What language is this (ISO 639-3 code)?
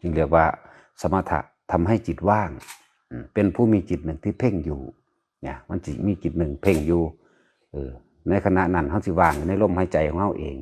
tts